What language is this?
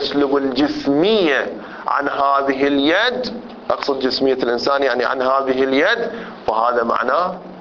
Arabic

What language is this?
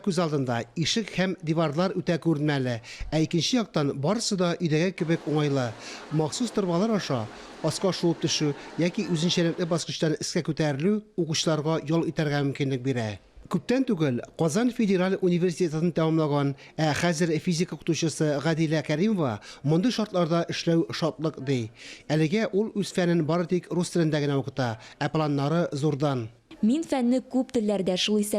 Tatar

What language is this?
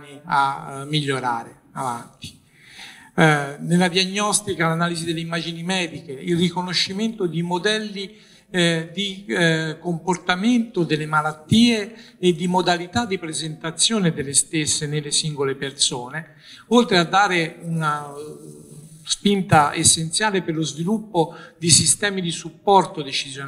Italian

